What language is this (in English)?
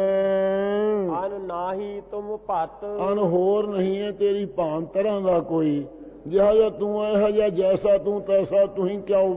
Punjabi